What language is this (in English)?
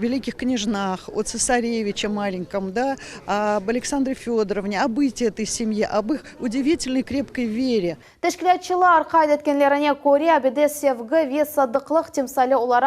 Crimean Tatar